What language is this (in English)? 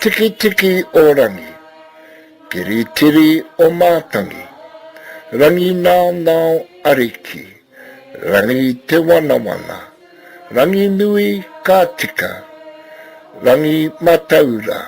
Māori